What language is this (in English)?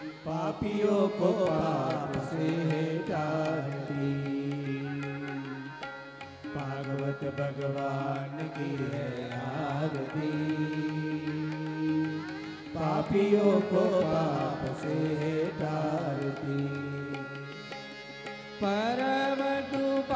Hindi